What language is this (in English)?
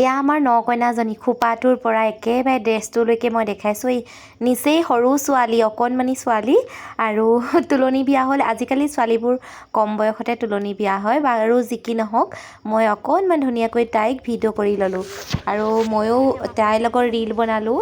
Assamese